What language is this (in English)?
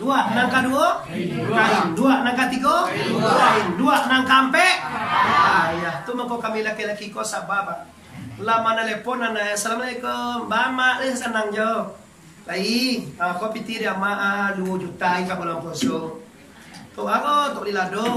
Minangkabau